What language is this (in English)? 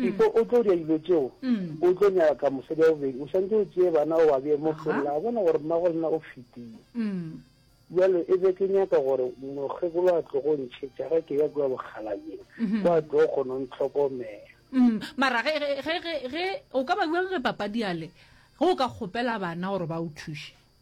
Northern Sotho